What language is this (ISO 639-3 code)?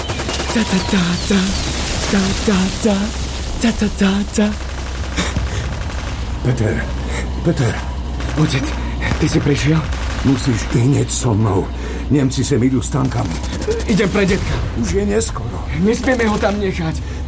slk